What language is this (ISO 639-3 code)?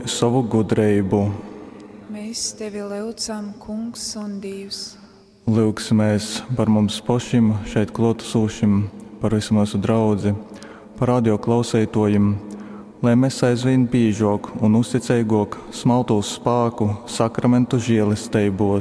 ltg